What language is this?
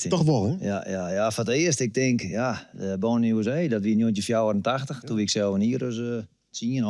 Western Frisian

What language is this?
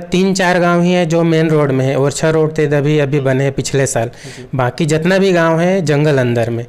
Chhattisgarhi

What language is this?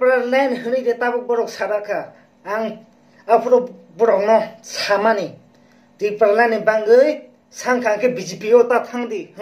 Kok Borok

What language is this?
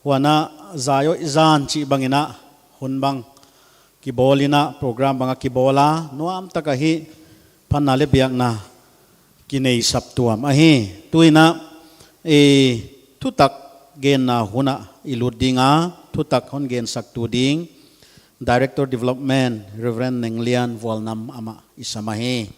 Paite Chin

